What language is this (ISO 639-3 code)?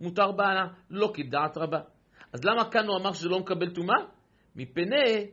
heb